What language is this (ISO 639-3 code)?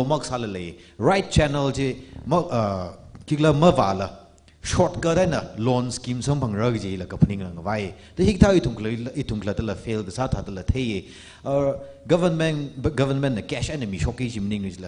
nmf